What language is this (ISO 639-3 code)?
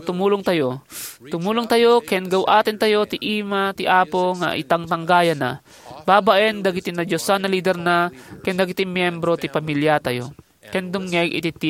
ilo